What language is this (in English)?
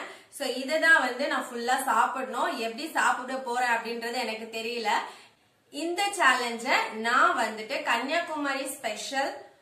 Tamil